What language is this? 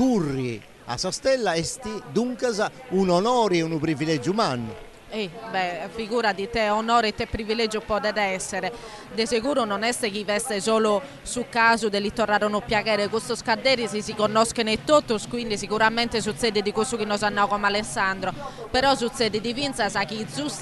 Sardinian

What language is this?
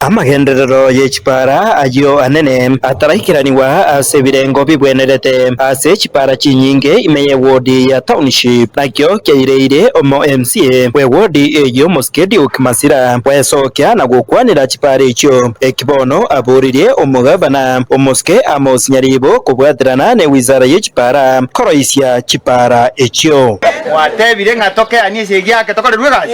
Gusii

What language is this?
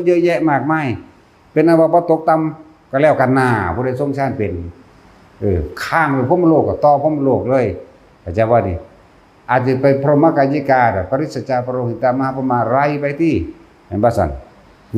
Northeastern Thai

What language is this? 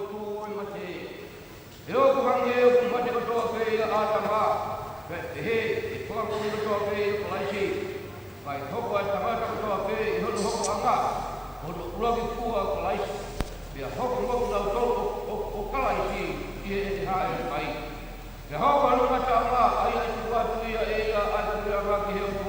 Tongan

